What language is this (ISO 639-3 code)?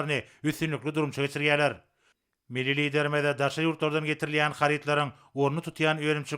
tuk